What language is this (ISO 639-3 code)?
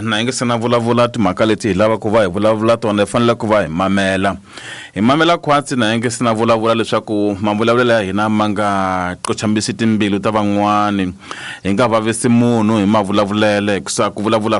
tso